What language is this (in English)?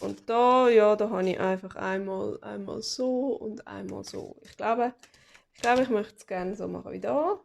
Swiss German